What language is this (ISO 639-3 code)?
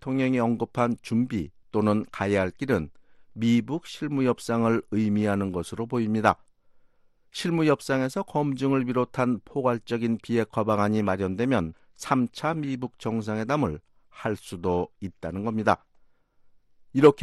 kor